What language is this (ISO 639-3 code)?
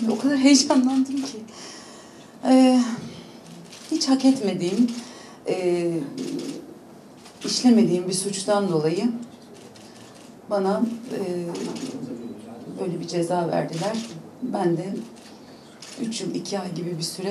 tur